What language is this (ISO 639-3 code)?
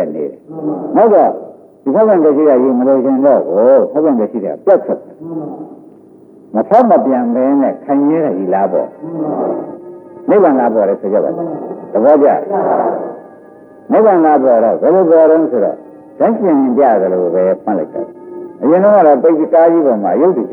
mya